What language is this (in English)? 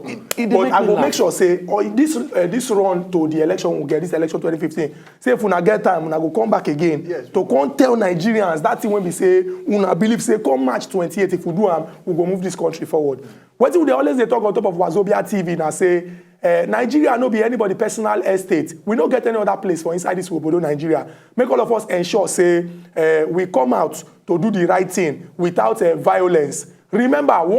Nigerian Pidgin